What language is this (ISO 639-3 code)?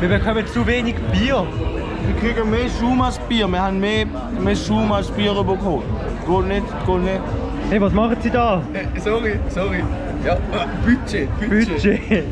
gsw